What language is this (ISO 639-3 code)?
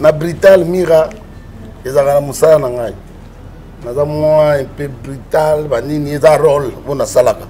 lin